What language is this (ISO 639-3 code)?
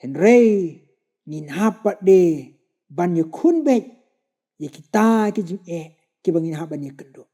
kha